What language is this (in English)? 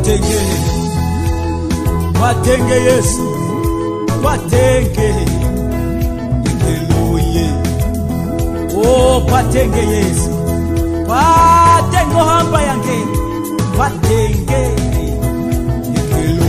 Swahili